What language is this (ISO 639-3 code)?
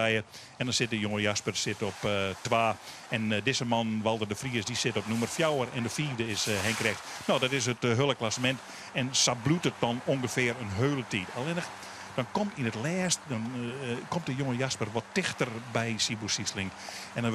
fry